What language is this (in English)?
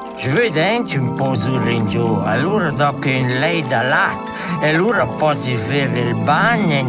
Romansh